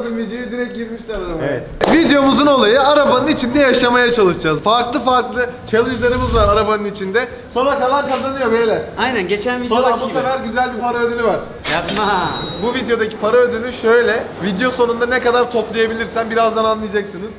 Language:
Turkish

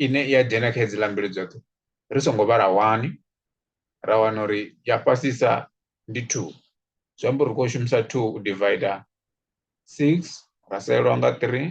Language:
Venda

